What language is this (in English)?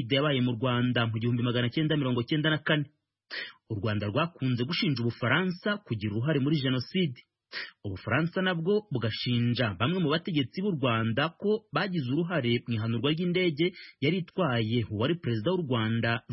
Kinyarwanda